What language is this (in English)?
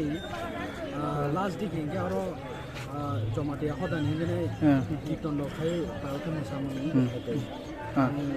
Kok Borok